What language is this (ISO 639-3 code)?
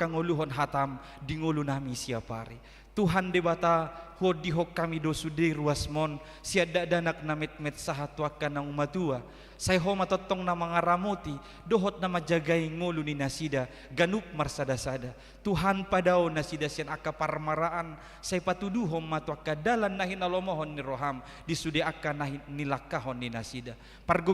bbc